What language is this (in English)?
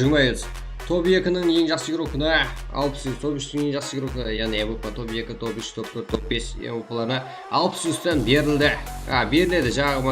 Kara-Kalpak